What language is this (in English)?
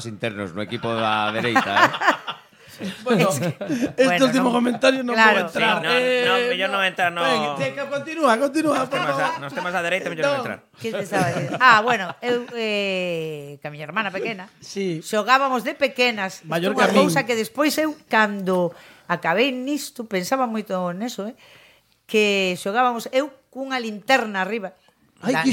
Galician